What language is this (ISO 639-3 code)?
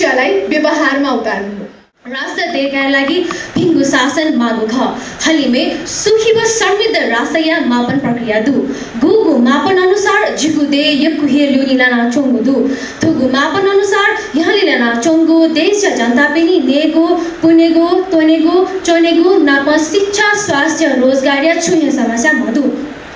new